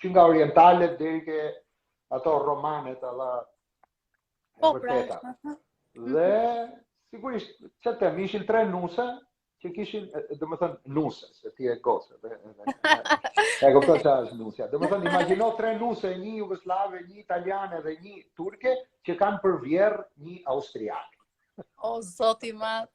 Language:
Albanian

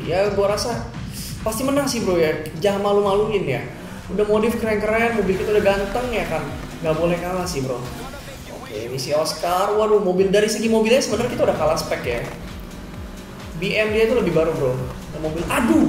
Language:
Indonesian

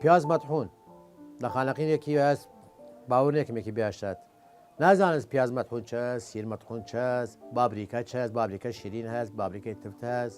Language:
Southern Kurdish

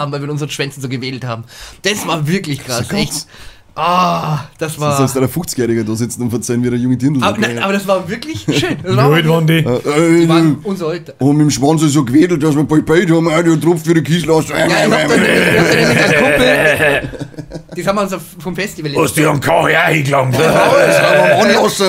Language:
Bavarian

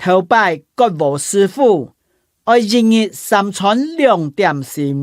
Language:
Hakka Chinese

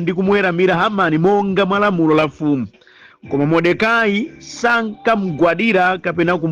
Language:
Nyanja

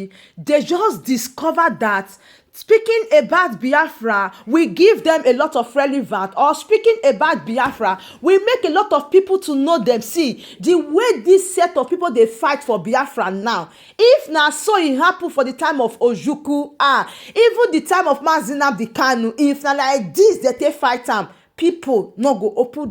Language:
Nigerian Pidgin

